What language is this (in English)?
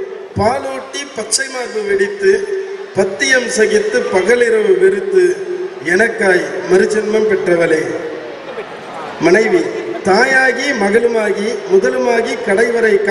Tamil